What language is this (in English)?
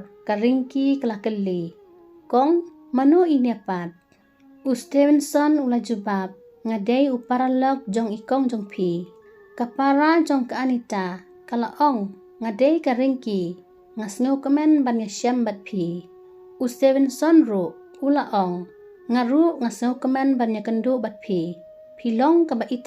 Khasi